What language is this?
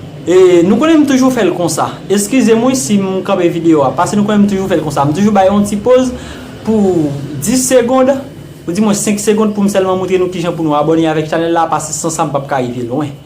Haitian Creole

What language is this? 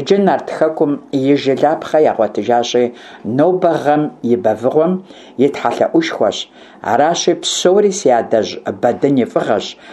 Kabardian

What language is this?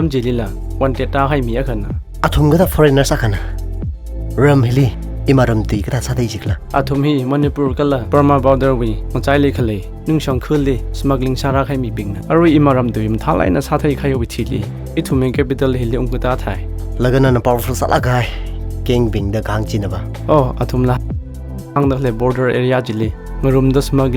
Tangkhul Naga (India)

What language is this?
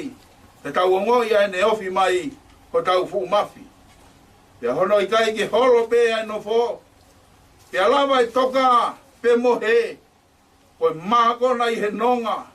Tongan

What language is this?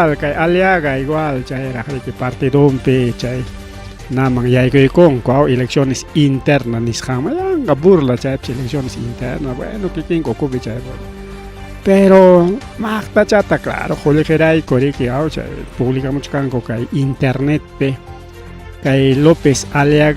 Ayacucho Quechua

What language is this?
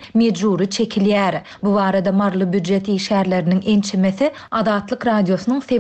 Turkmen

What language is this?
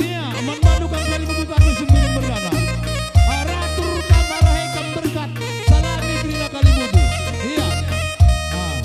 Batak Karo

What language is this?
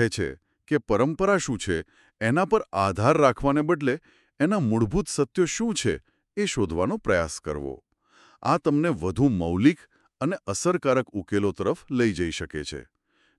Gujarati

